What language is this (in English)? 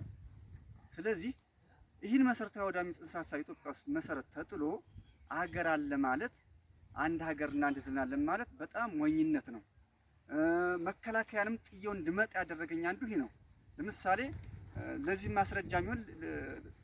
Amharic